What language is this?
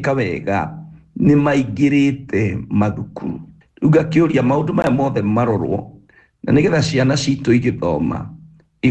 Kikuyu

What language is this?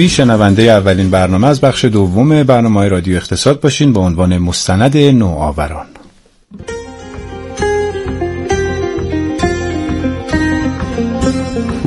Persian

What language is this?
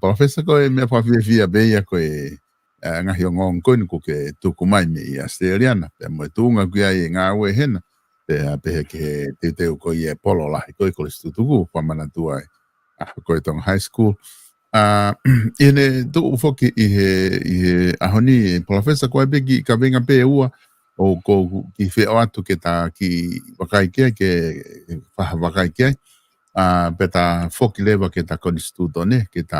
Tongan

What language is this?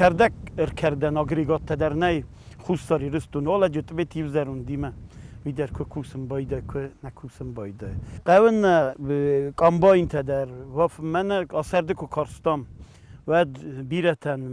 Ossetic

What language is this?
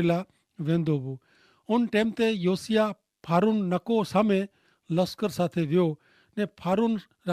Kachhi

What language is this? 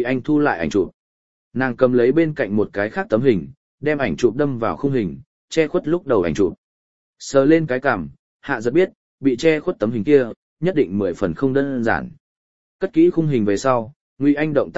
Vietnamese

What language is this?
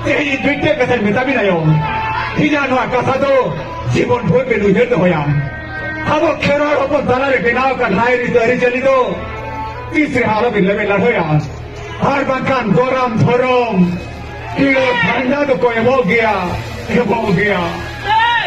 Santali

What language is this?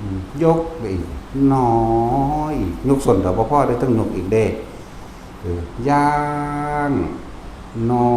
Northeastern Thai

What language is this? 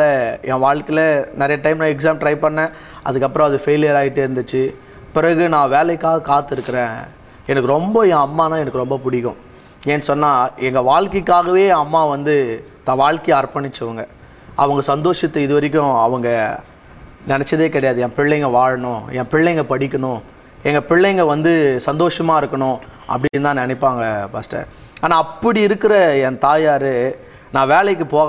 Tamil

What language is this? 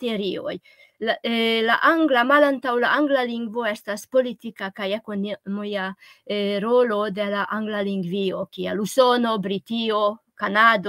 Esperanto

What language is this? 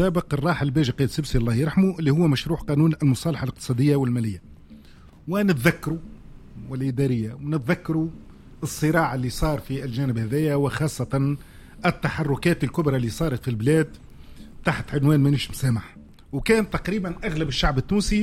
Tunisian Arabic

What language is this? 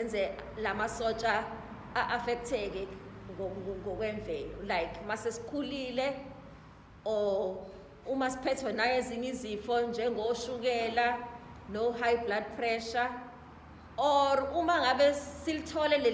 Zulu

